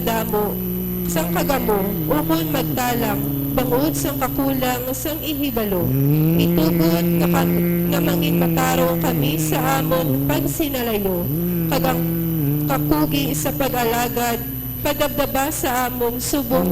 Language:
Hiligaynon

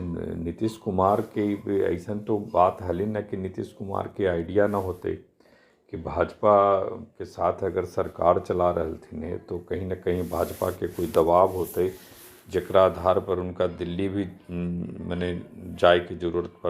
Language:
Magahi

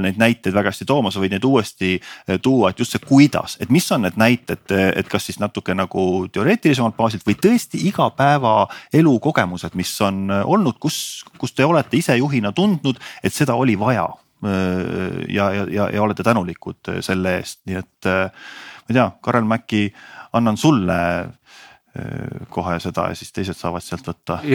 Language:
Estonian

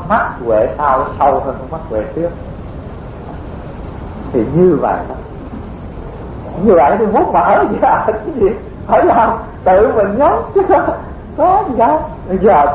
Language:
Vietnamese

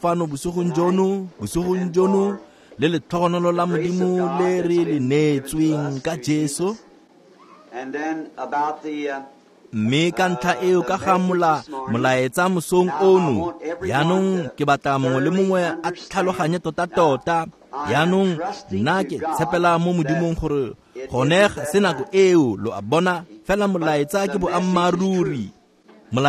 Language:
Tswana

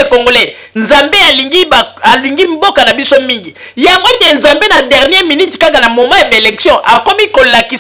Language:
Lingala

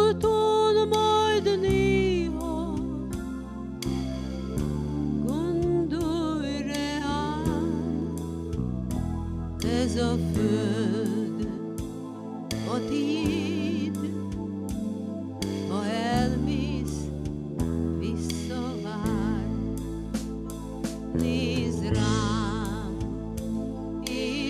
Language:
Hungarian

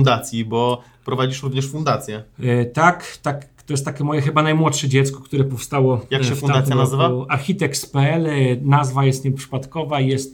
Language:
Polish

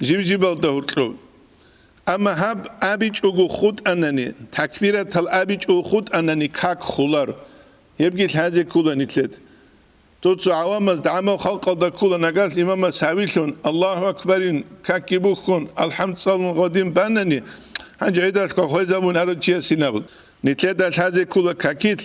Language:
Avaric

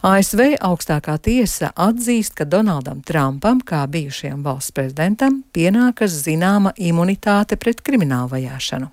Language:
Latvian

